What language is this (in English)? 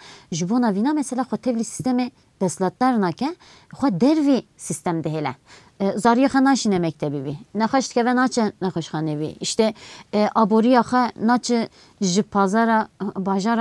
Kurdish